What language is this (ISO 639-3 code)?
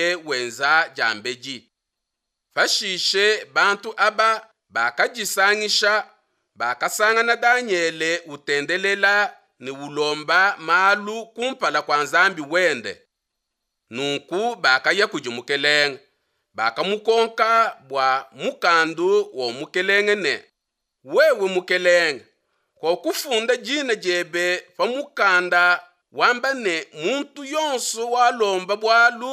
lua